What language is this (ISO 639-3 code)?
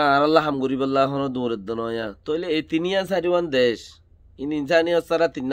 rhg